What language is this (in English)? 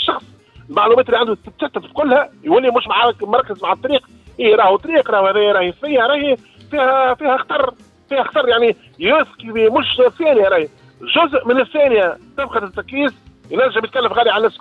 Tunisian Arabic